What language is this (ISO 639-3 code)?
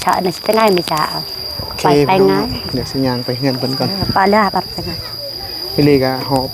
tts